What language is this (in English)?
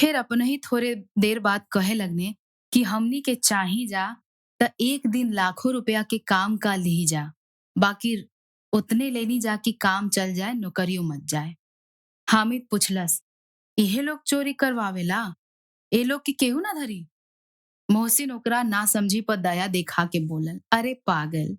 Bhojpuri